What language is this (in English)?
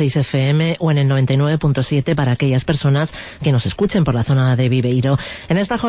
Spanish